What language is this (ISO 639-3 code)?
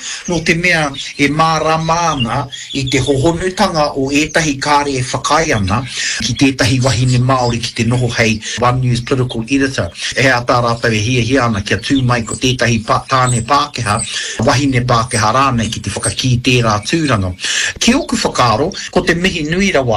mri